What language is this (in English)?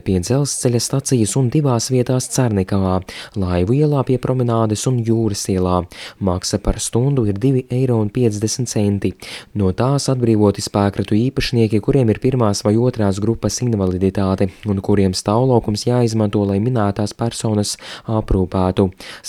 Latvian